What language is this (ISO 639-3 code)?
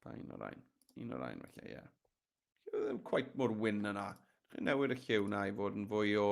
cym